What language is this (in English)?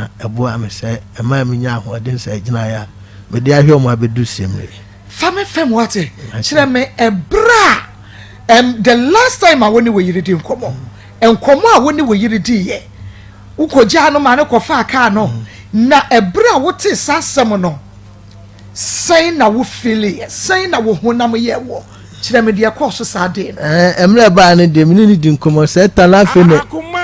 Akan